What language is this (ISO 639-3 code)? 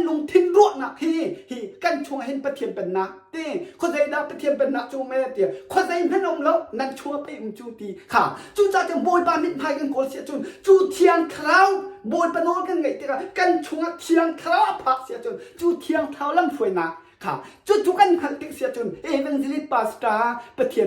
cnh